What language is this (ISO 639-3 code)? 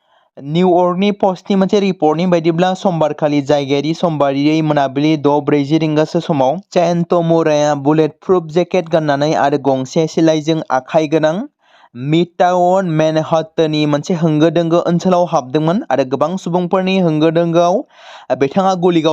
brx